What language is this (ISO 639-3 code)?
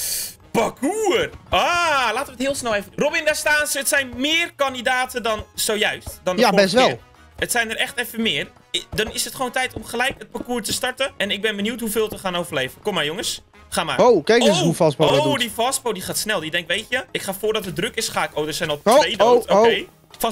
nld